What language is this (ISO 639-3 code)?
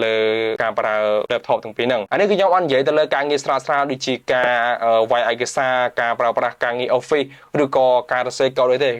khm